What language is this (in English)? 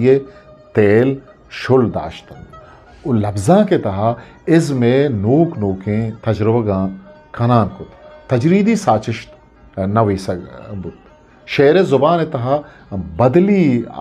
Eastern Balochi